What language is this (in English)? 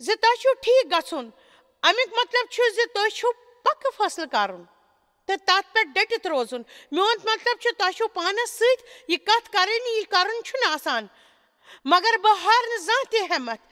Kashmiri